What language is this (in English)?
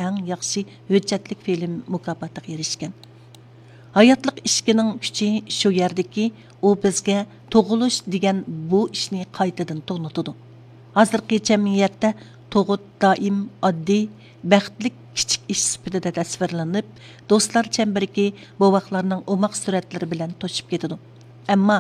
Uyghur